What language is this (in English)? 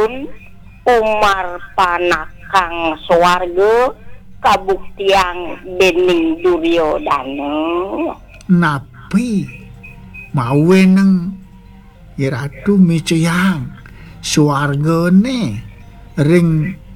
Balinese